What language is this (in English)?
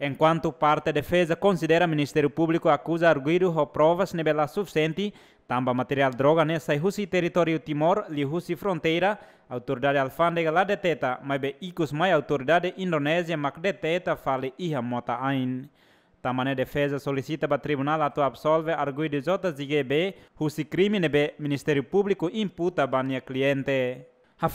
Tetum